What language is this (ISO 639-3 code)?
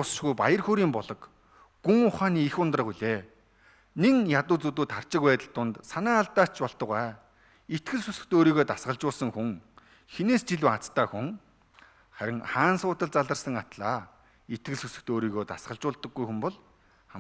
mon